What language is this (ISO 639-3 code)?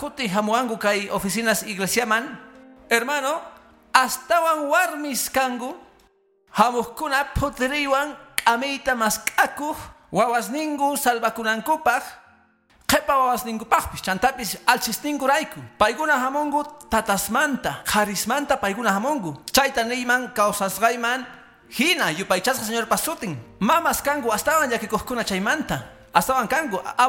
que